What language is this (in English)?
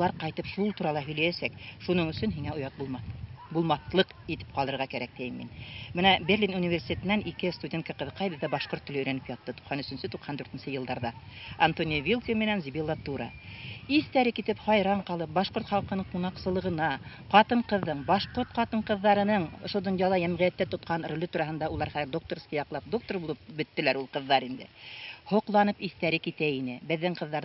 Bashkir